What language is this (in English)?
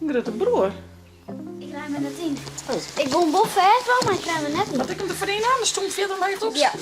Western Frisian